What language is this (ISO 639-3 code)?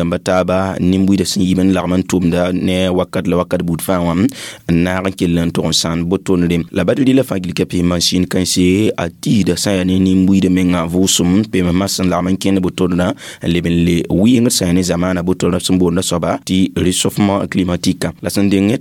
mos